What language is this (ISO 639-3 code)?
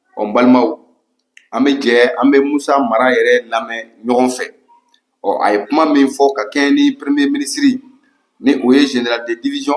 bam